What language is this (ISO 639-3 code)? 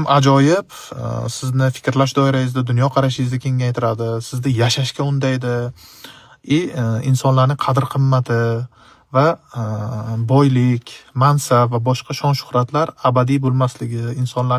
uzb